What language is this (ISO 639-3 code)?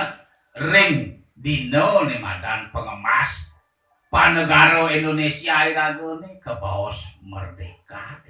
ban